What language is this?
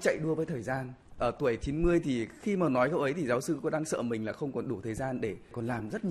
Vietnamese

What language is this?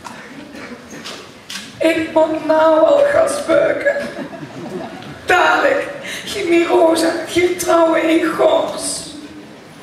Dutch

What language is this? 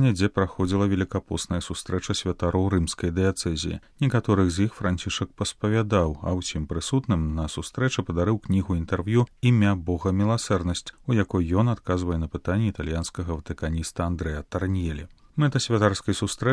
Belarusian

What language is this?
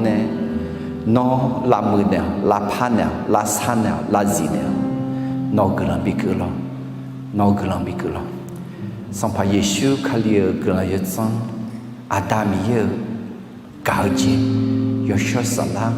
Akha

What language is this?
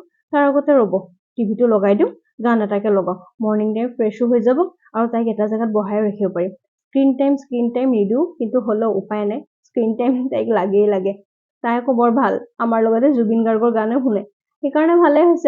Assamese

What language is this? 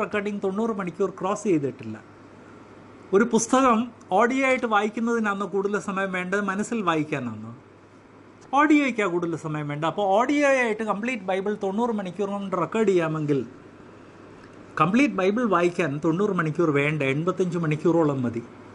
Malayalam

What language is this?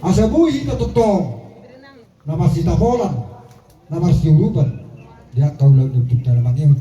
Batak Toba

